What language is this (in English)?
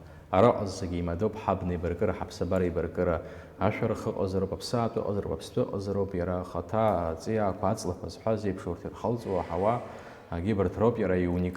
Abkhazian